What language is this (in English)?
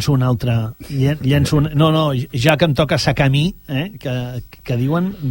Catalan